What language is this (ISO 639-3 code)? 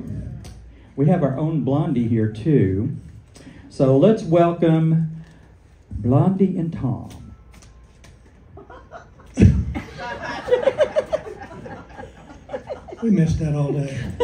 eng